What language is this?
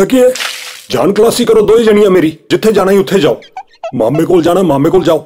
Dogri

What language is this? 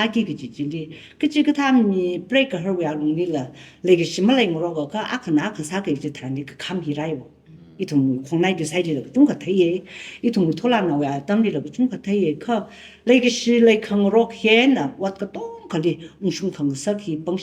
Tangkhul Naga (India)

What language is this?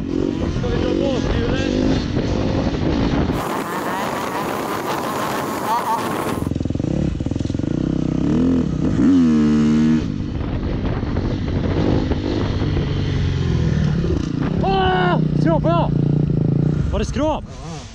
Swedish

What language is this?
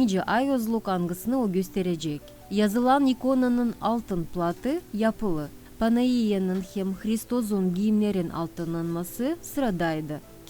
Gagauz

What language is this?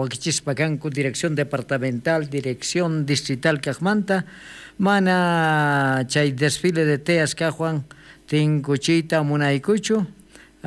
South Bolivian Quechua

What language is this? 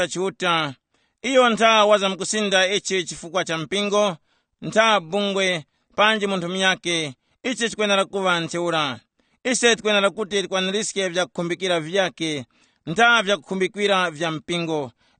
Tumbuka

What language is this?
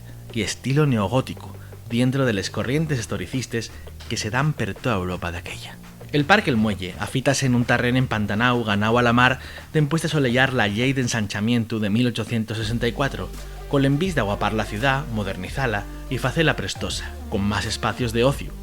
Asturian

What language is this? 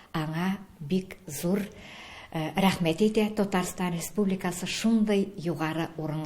Tatar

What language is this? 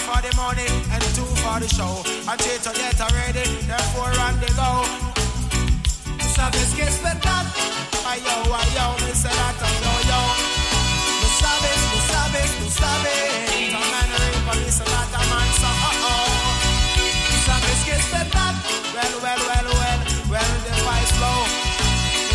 Spanish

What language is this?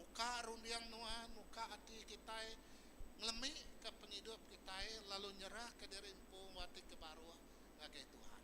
Iban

